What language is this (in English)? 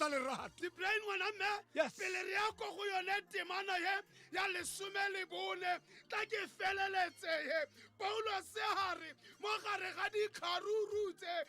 Tswana